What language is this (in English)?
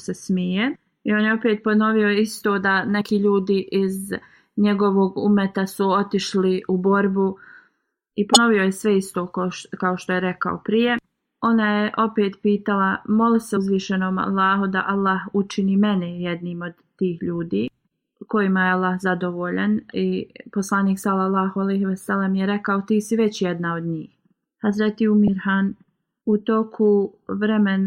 Bosnian